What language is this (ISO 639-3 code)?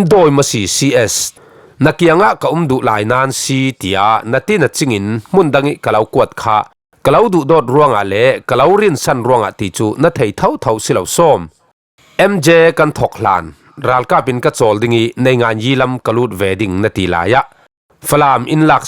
cfm